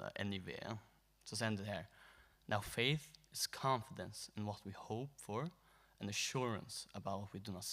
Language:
Faroese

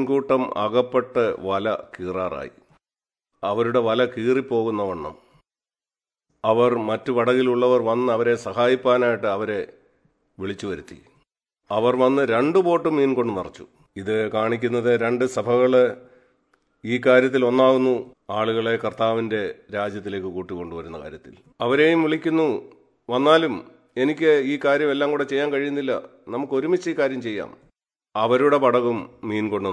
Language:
Malayalam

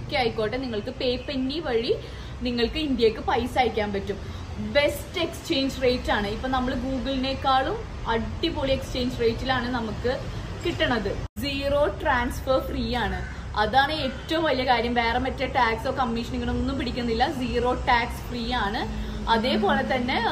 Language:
Malayalam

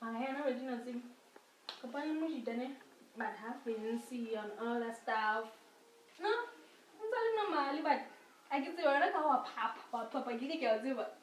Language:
Southern Sotho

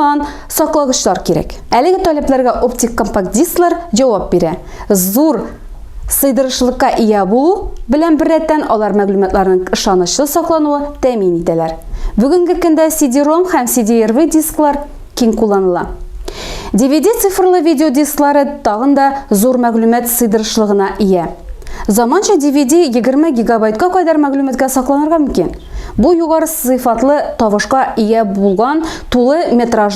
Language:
Tatar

